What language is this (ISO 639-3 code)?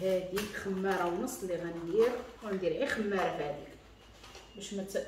ary